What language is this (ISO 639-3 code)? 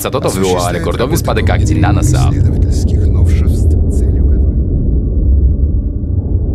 pol